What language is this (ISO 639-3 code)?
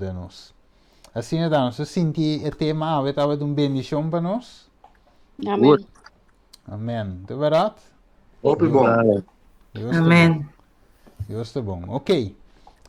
pap